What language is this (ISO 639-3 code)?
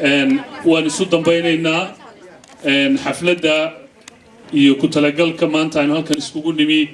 som